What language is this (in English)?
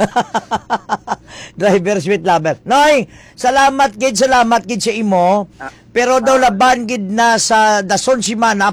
Hiligaynon